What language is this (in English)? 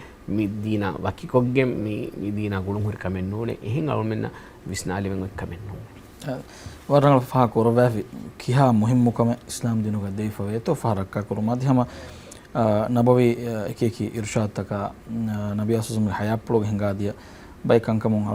Divehi